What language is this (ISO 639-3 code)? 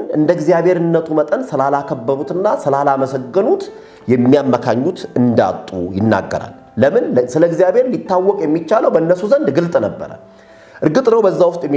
amh